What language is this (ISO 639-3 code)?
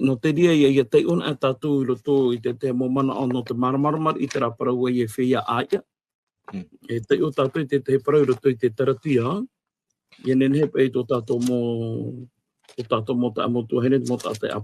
tah